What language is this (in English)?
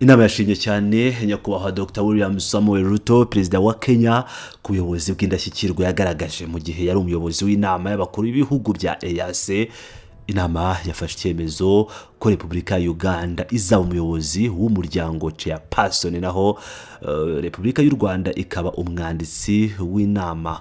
Kinyarwanda